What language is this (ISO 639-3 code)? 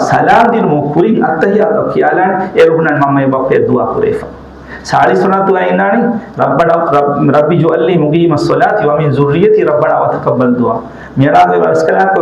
div